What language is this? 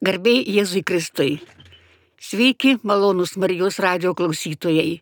Lithuanian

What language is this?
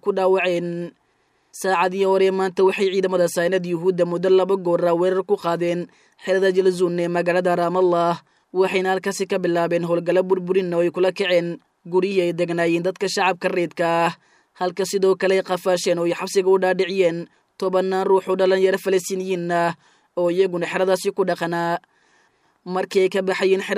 Somali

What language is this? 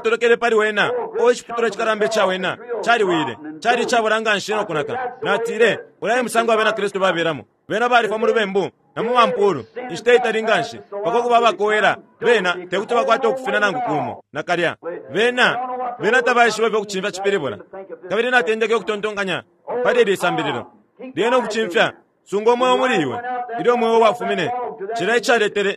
Bemba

